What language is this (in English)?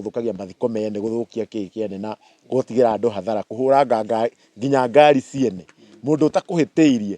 Kikuyu